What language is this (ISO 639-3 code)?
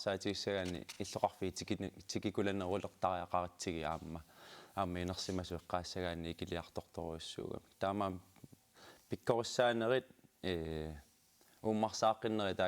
kal